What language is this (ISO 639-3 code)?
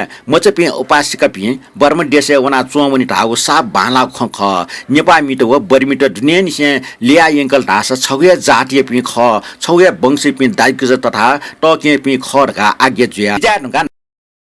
new